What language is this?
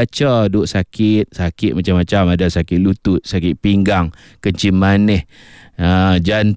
Malay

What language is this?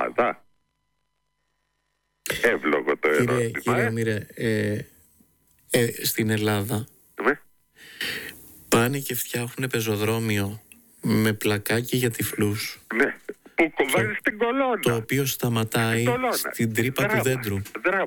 Greek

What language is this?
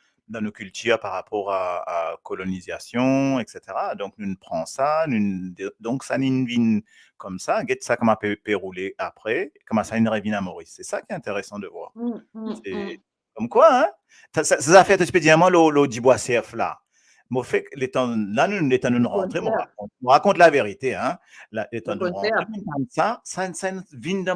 Morisyen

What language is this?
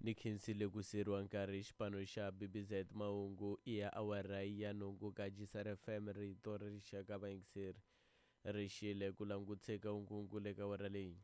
Tsonga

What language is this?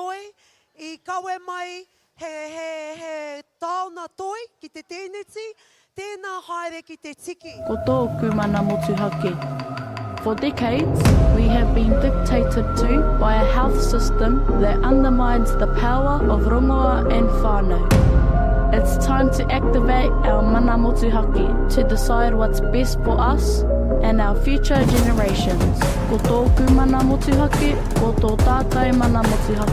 Māori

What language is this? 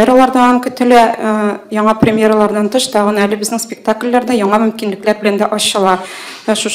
Tatar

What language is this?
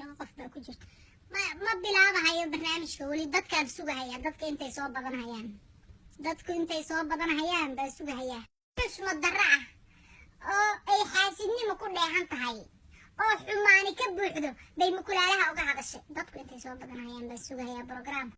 Somali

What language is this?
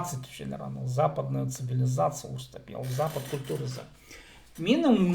Khakas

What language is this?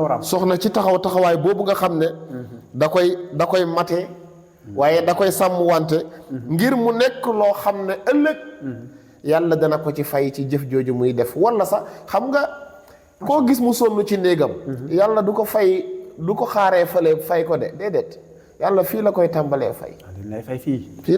Wolof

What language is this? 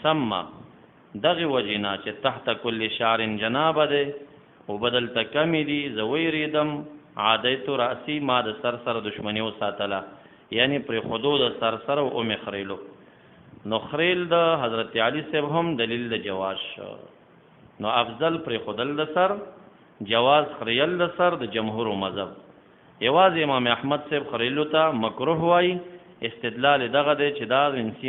Pashto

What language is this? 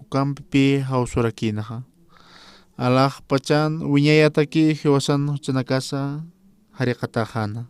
Aymara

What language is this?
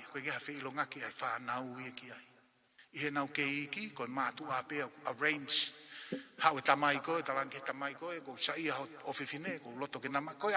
Tongan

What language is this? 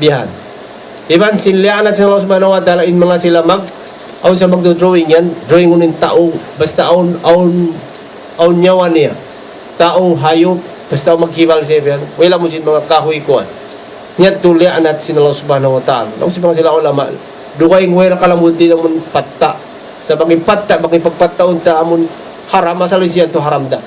Tausug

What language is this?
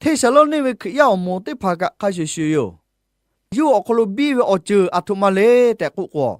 Lahu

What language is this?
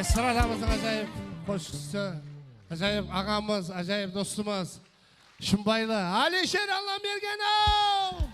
Kara-Kalpak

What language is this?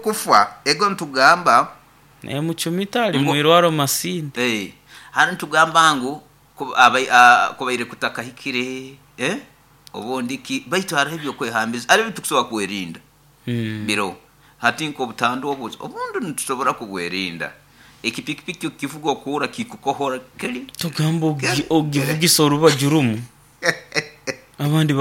Nyoro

